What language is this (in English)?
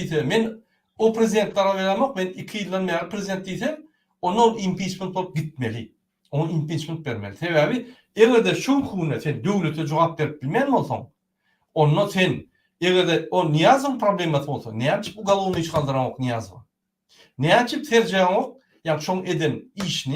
Turkmen